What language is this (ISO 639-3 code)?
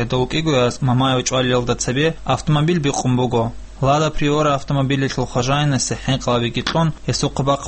ava